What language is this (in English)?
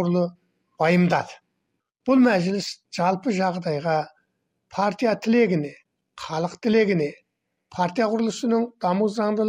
Kazakh